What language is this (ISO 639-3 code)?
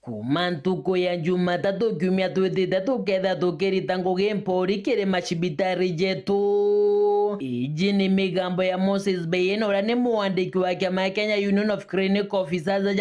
mer